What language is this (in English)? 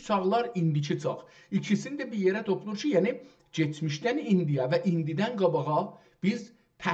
South Azerbaijani